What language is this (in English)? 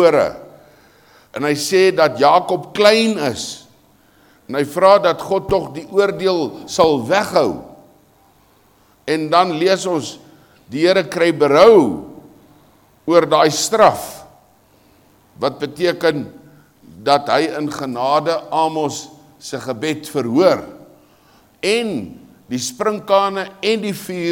Afrikaans